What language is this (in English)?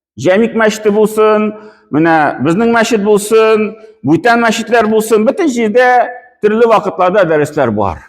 Tatar